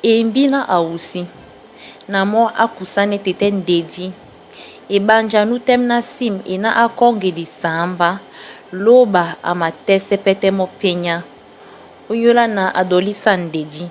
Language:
Duala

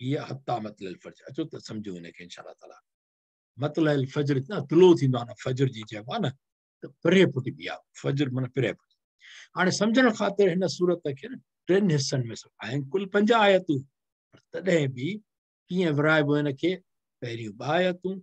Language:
Sindhi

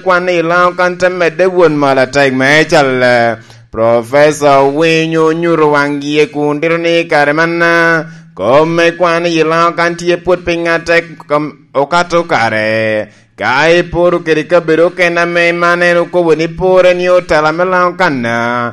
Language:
Lango (Uganda)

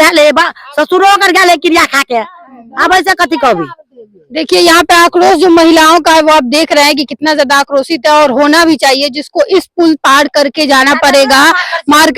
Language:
Maithili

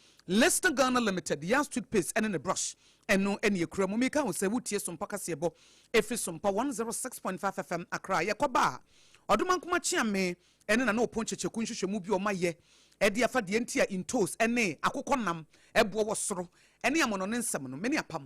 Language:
Akan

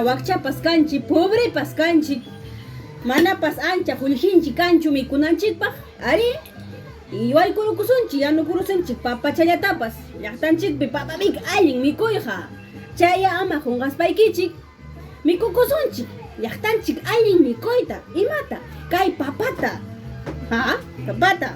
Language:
Ayacucho Quechua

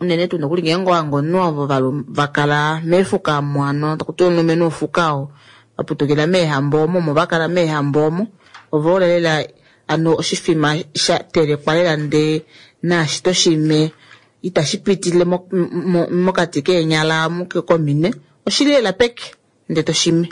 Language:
Kuanyama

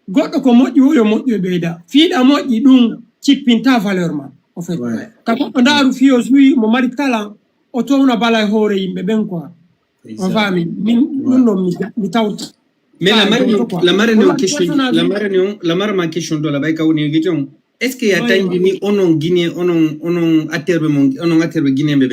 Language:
Fula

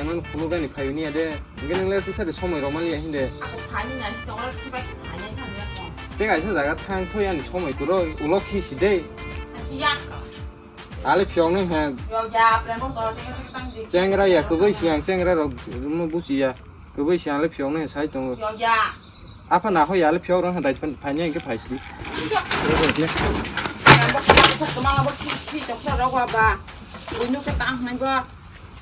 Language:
Kok Borok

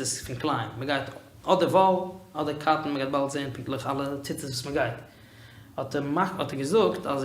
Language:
Yiddish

